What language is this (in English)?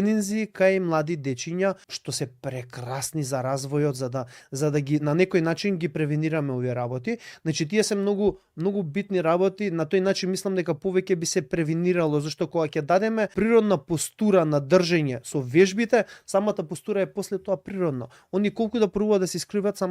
Macedonian